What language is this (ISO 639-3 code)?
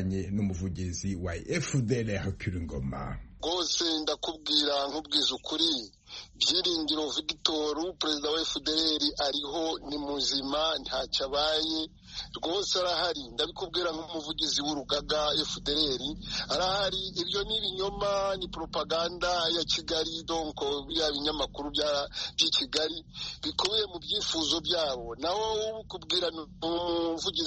kin